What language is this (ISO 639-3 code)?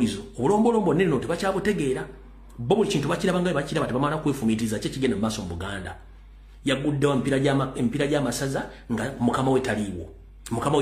lug